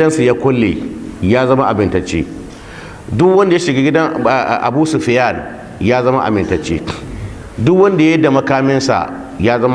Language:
Hausa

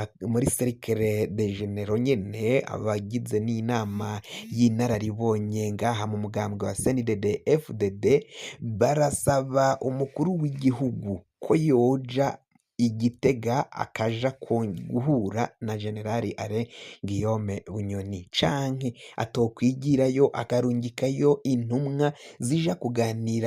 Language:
Rundi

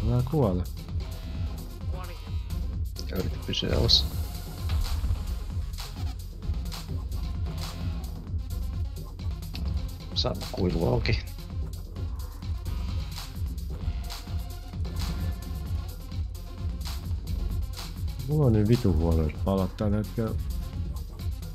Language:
Finnish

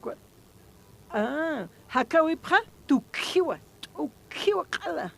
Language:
Aymara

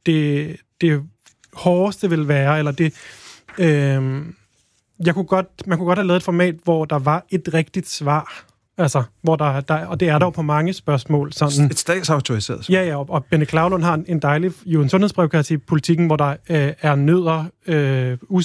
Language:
Danish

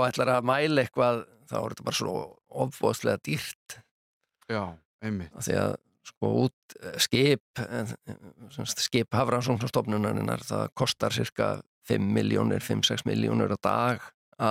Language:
Icelandic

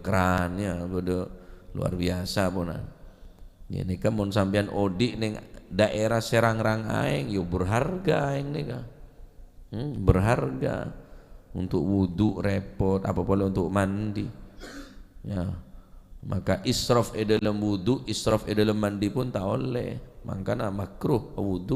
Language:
Madurese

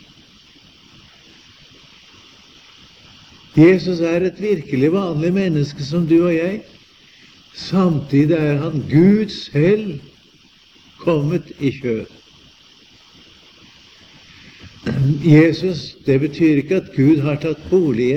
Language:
Norwegian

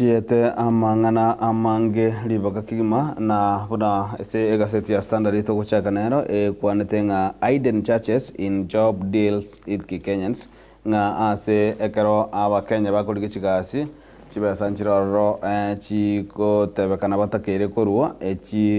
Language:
Gusii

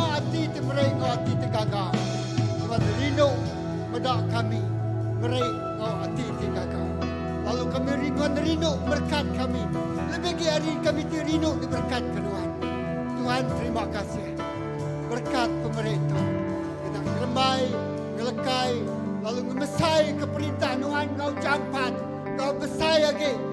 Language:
Iban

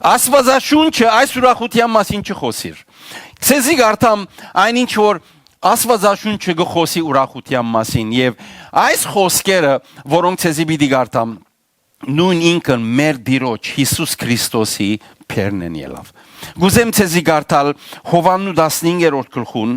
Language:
Western Armenian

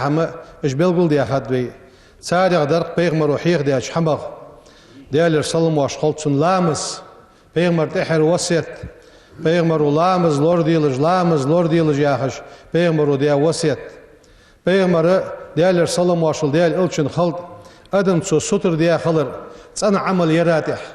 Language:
Ingush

